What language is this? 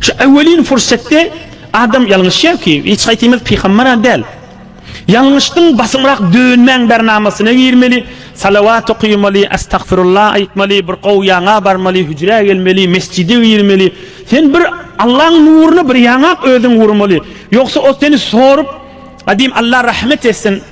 Turkmen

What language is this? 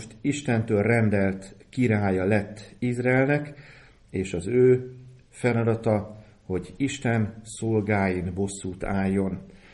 Hungarian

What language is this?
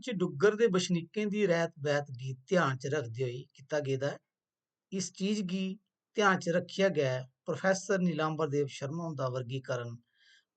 Dogri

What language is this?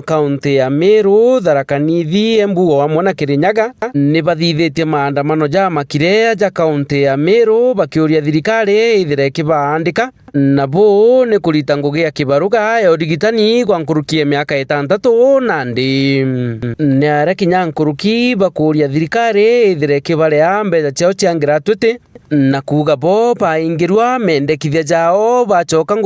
Meru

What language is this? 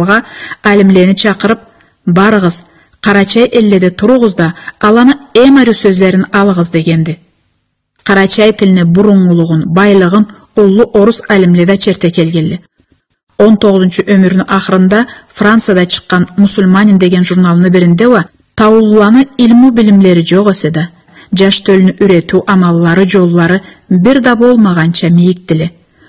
Karachay-Balkar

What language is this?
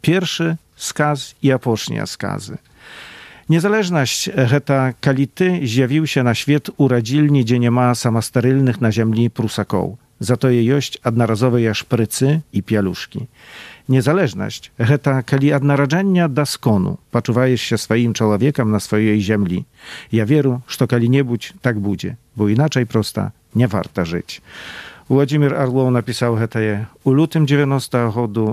Belarusian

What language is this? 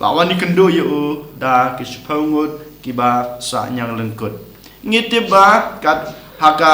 Khasi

